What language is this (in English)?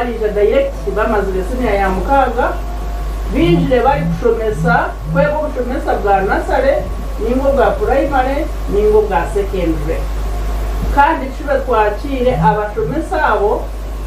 Nyankole